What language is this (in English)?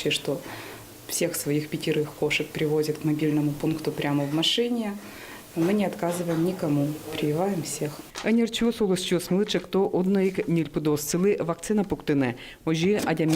Udmurt